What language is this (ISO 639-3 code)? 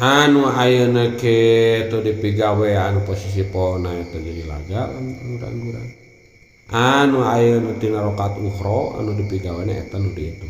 sun